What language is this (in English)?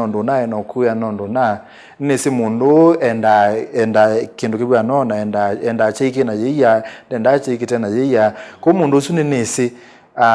Kamba